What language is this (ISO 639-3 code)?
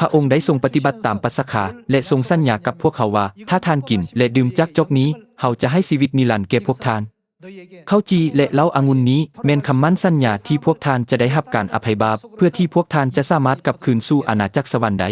lao